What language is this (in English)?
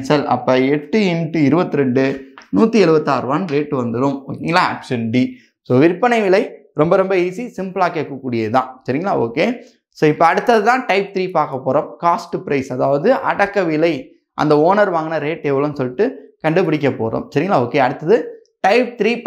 Tamil